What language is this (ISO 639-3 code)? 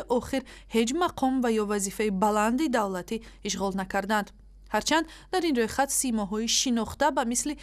tgk